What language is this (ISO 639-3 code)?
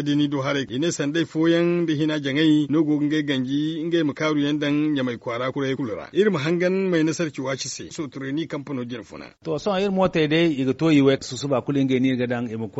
dje